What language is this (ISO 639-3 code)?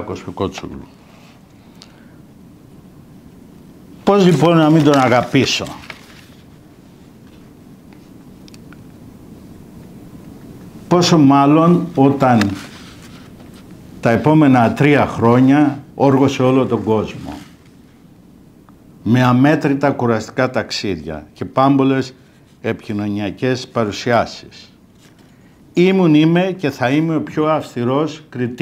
ell